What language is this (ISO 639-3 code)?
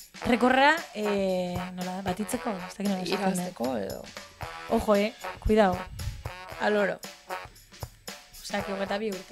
eus